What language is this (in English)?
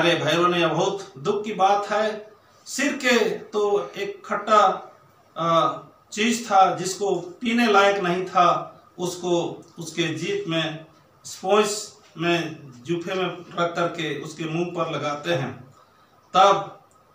Hindi